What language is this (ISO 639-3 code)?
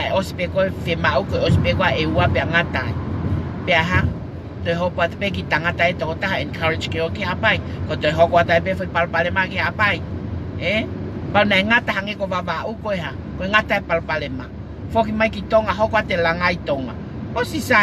ton